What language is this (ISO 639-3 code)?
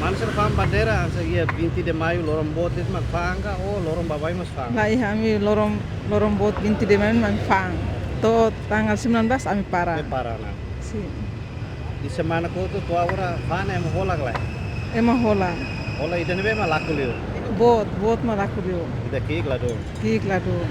tet